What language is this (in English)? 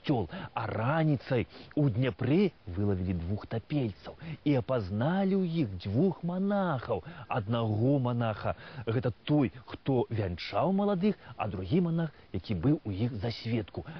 Belarusian